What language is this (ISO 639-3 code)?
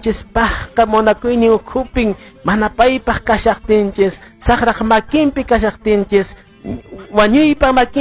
que